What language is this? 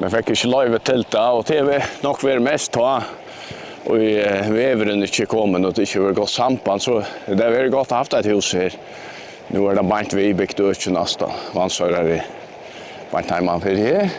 Faroese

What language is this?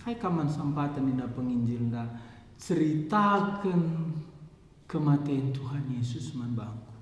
Batak Karo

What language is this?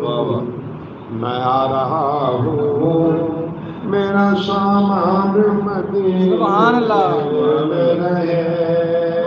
Saraiki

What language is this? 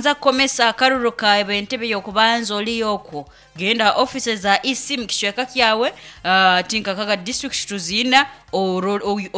Nyoro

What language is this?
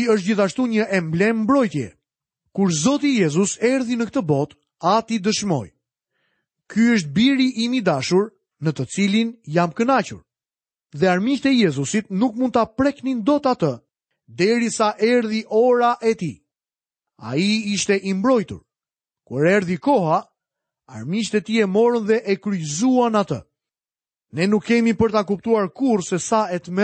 Albanian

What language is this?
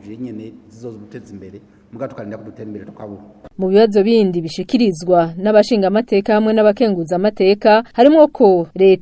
Rundi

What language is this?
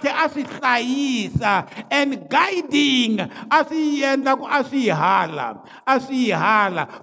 Tsonga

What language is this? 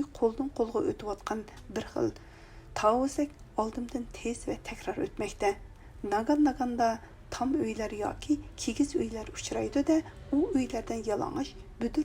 Uyghur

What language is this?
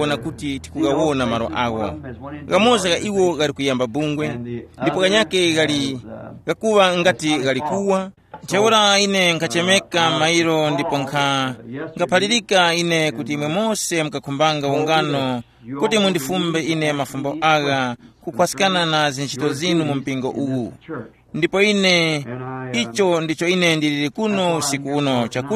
Tumbuka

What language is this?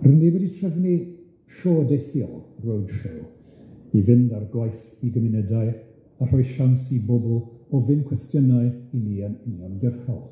Welsh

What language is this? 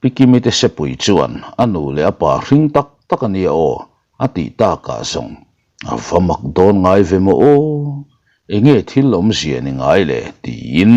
Mizo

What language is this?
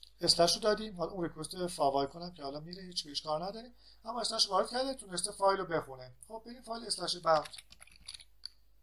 Persian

